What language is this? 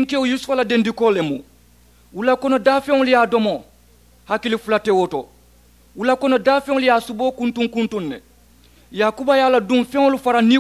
Mandingo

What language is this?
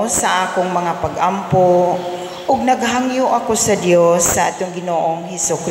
Cebuano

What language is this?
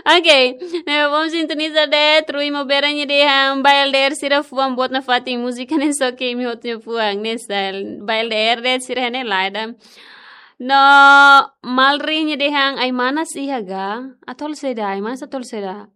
Tetum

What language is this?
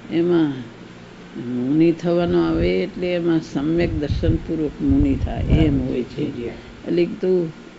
Gujarati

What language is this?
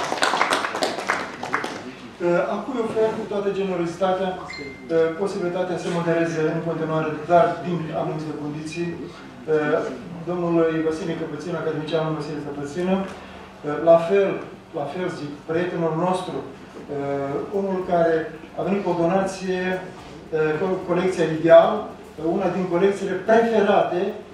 Romanian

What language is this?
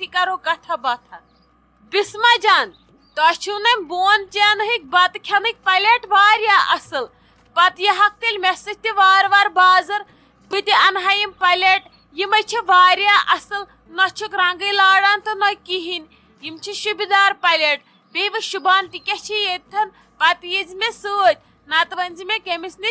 Kashmiri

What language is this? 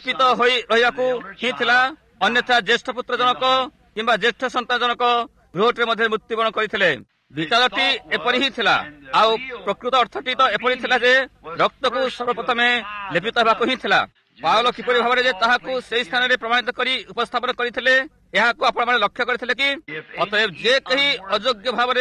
Odia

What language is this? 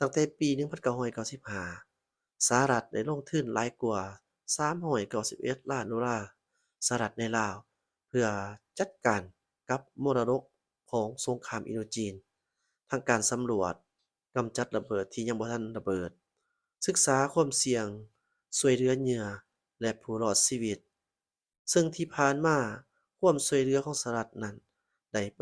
Lao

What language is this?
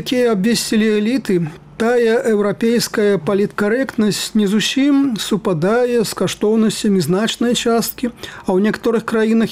Belarusian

